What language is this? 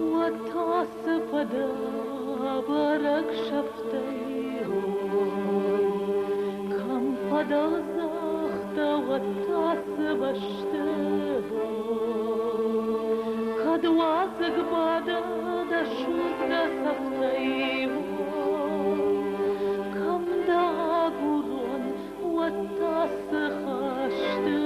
Ossetic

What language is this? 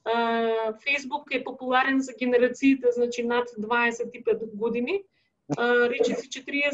Macedonian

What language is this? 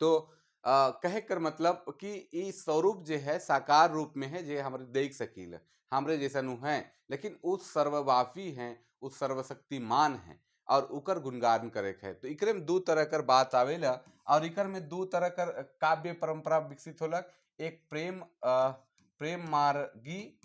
Sadri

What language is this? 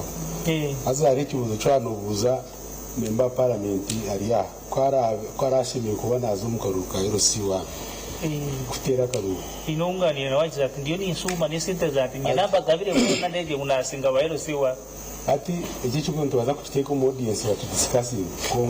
Nyankole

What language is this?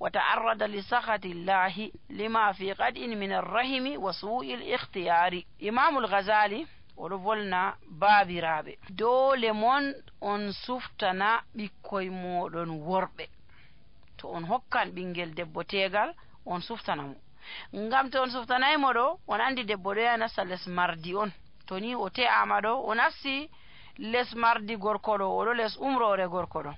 Nigerian Fulfulde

